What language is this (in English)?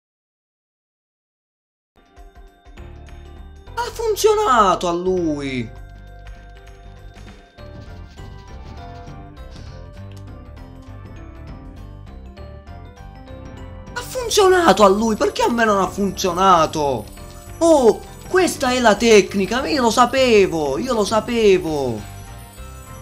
Italian